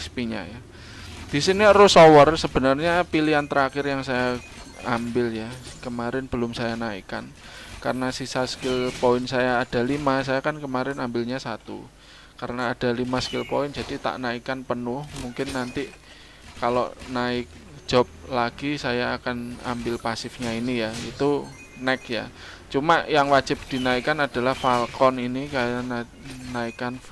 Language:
Indonesian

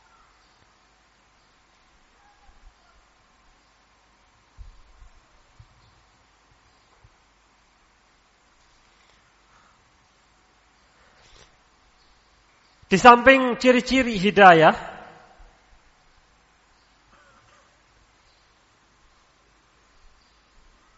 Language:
Indonesian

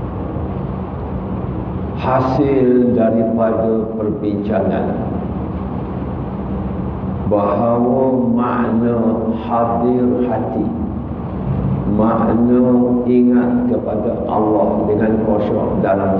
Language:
Malay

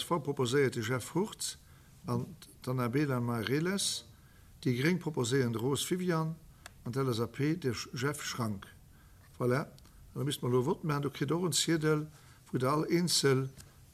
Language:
Luxembourgish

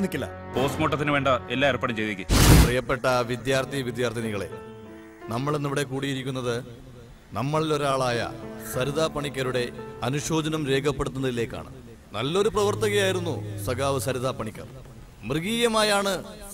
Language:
Malayalam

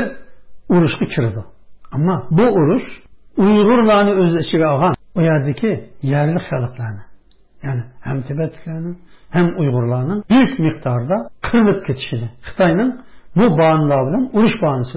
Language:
Uyghur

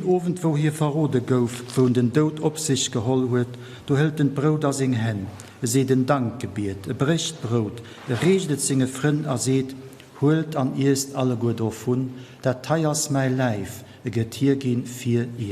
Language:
Luxembourgish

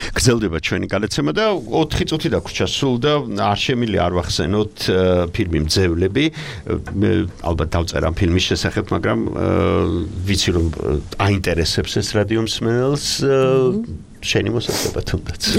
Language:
Georgian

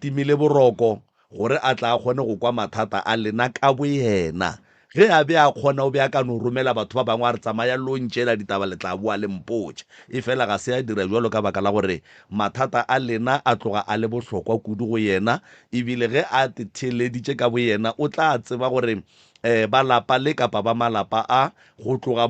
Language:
Northern Sotho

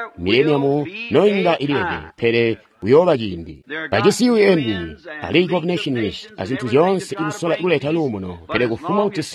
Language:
Tonga (Zambia)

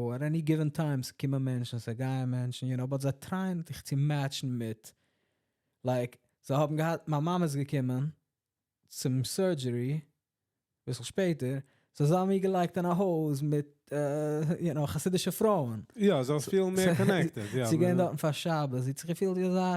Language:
Yiddish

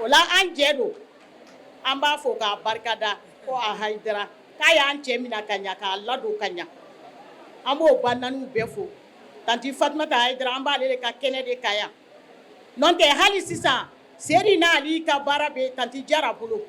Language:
Bambara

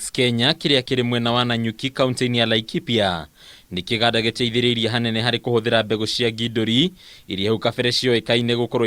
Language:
Kikuyu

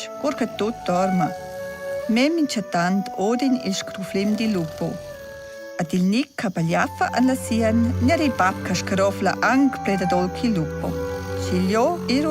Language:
Romansh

